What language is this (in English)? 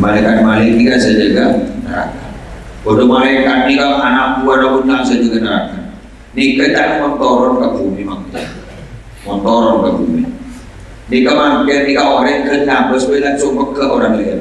Madurese